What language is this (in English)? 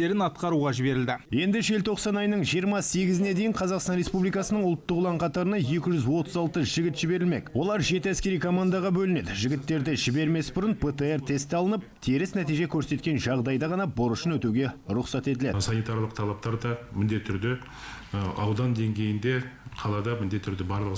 Kazakh